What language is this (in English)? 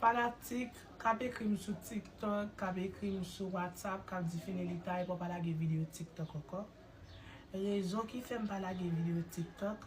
Haitian Creole